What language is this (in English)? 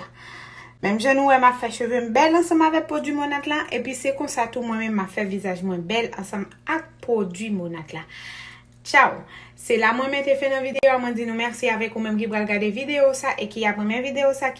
Haitian Creole